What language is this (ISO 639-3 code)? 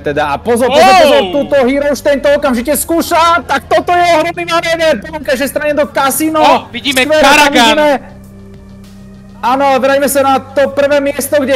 slk